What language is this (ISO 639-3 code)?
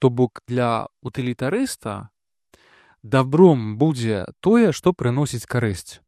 bel